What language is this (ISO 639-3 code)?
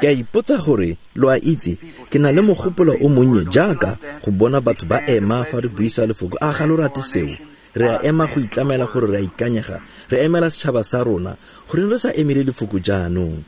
tsn